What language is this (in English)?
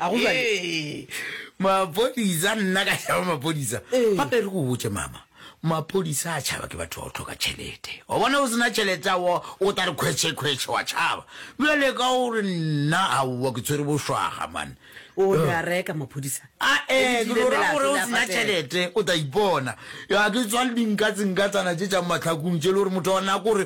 Northern Sotho